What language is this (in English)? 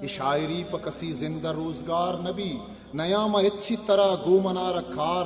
Eastern Balochi